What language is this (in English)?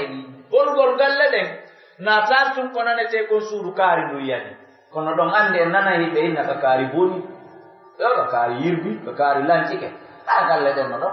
Pular